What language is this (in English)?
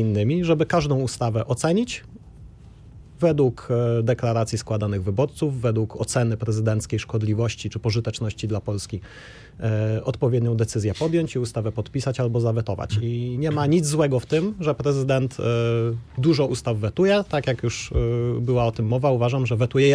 Polish